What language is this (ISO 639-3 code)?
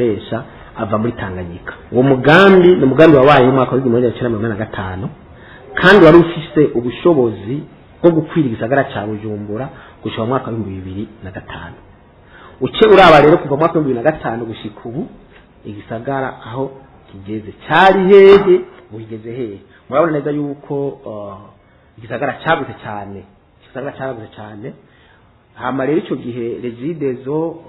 run